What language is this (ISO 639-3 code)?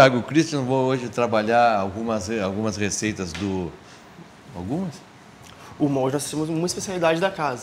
por